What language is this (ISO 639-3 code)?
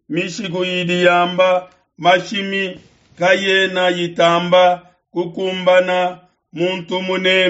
lua